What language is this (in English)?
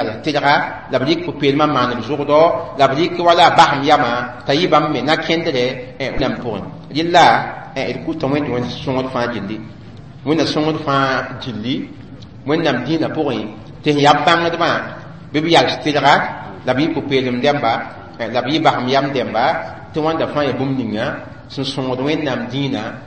Mossi